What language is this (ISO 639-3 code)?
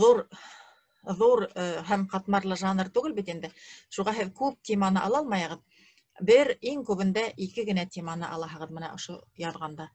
bak